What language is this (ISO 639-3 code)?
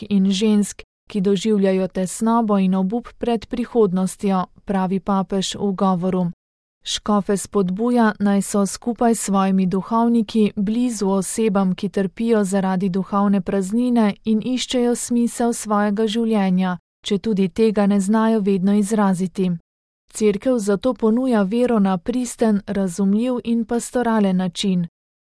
slv